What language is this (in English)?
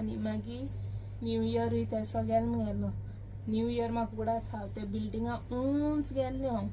Konkani